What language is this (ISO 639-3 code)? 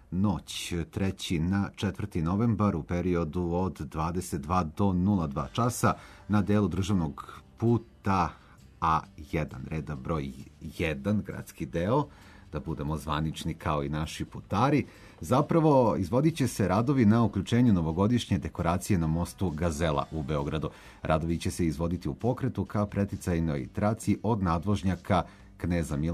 srp